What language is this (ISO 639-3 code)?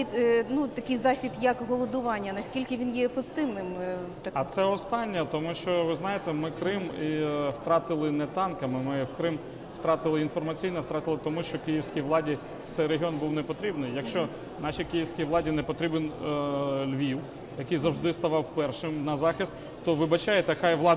ukr